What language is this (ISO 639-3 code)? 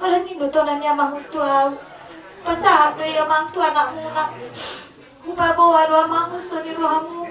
bbc